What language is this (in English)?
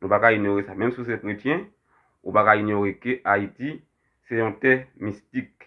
Haitian Creole